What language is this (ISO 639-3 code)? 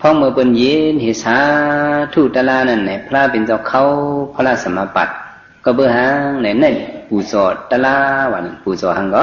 shn